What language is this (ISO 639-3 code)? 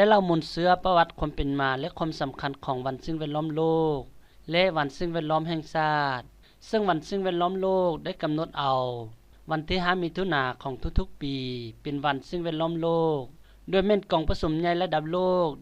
lao